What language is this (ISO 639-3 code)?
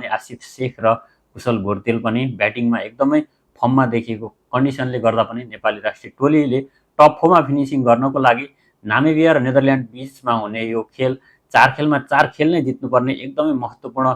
nep